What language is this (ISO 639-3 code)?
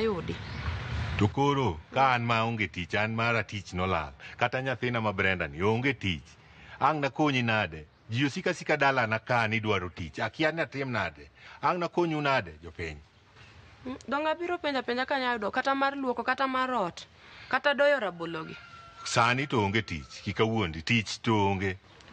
luo